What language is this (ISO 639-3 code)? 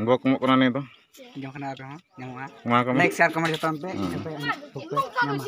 sat